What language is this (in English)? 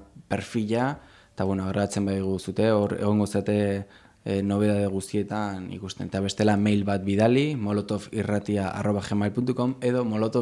Basque